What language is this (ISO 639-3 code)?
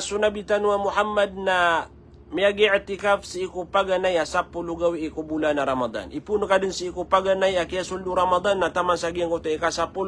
mrw